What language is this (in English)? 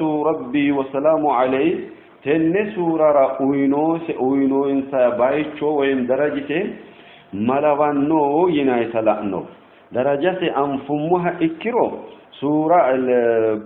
Sidamo